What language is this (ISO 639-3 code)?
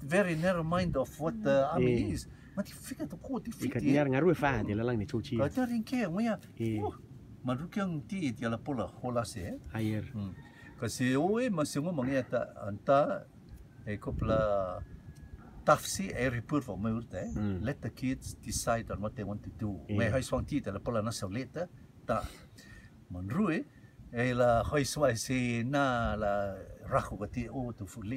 rtm